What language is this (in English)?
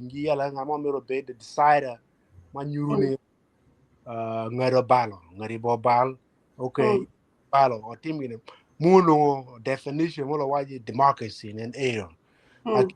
Acoli